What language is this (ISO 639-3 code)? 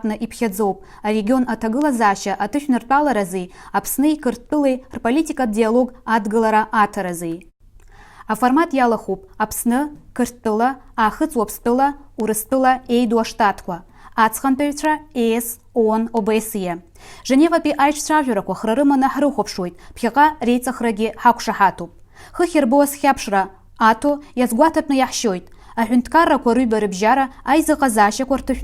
abk